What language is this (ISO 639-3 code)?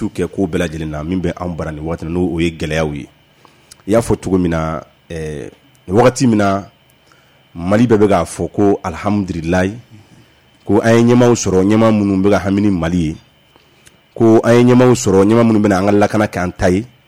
bam